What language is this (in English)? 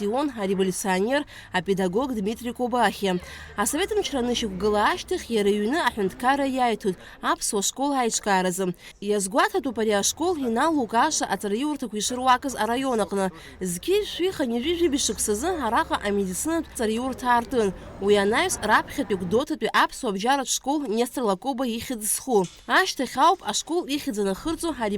Abkhazian